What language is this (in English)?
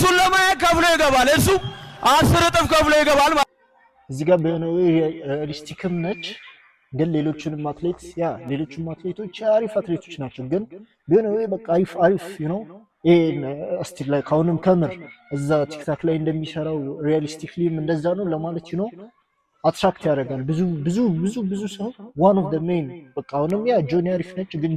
Amharic